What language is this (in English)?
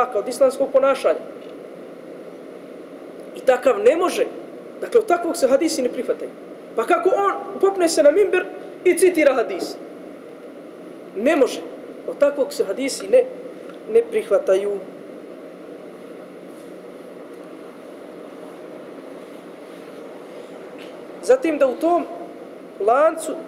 Bosnian